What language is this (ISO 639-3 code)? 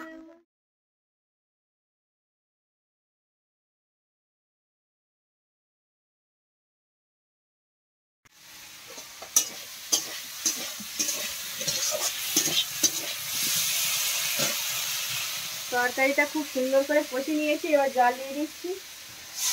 ben